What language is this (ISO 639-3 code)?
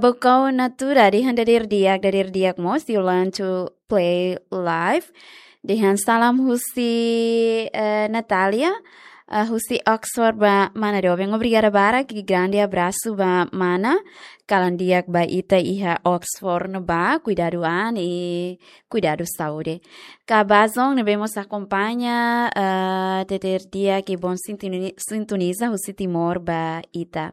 tet